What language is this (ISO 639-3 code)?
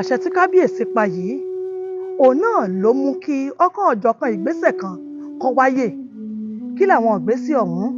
yor